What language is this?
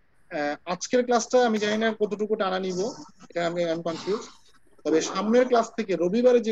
Bangla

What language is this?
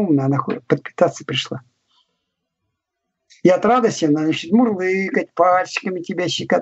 Russian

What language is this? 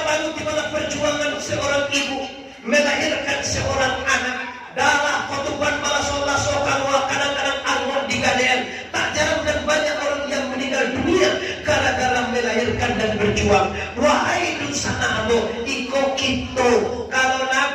Minangkabau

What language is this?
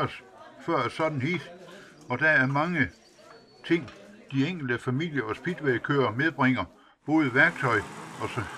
Danish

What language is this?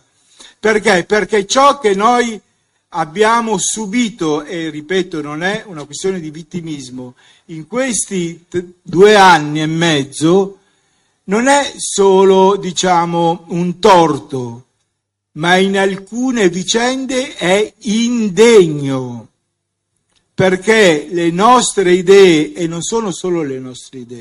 Italian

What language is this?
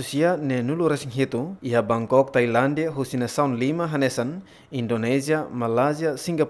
Tetum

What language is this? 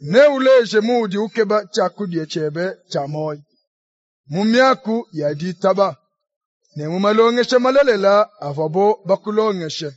Luba-Lulua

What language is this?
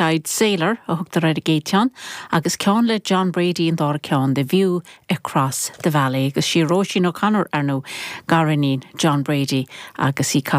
Irish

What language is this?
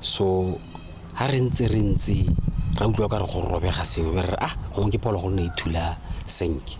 Tswana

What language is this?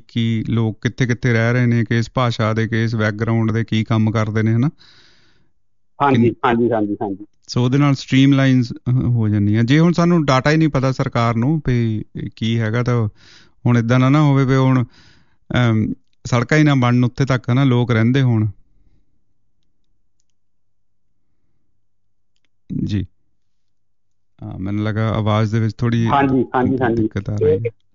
Punjabi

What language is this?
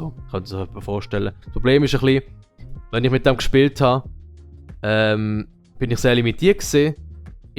Swiss German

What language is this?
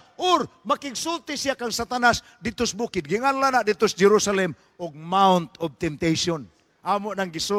Cebuano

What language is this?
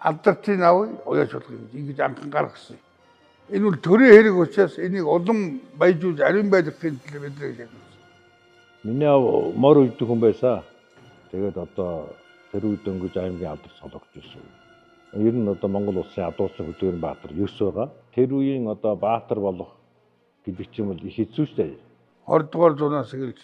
Mongolian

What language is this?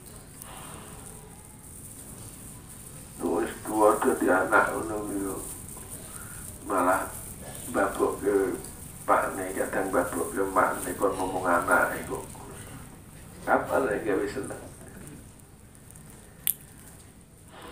Javanese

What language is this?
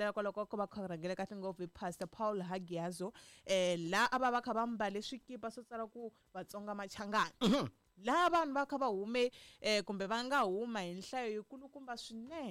Tsonga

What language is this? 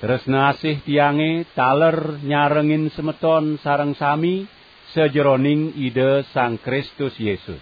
Balinese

